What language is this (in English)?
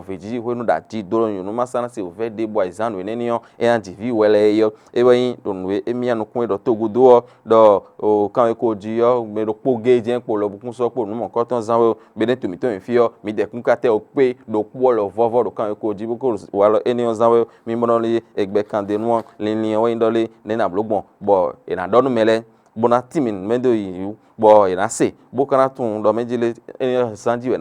Fon